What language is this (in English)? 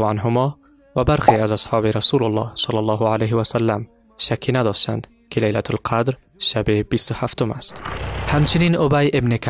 Tajik